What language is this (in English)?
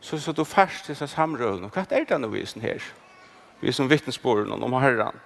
Faroese